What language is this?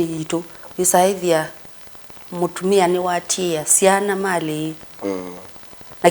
Kamba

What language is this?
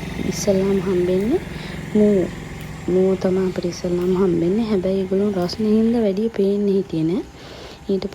Sinhala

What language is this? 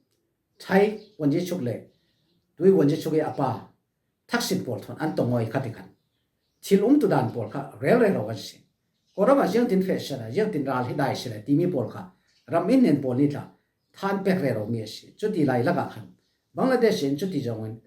Falam Chin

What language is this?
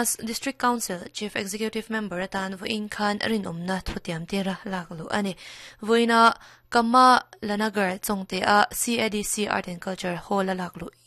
Mizo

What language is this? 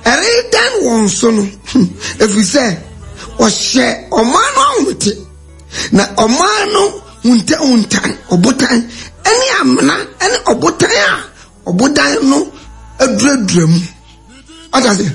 Akan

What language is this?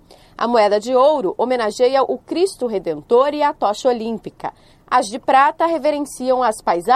Portuguese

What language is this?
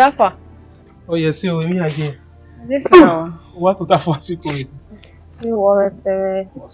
Bini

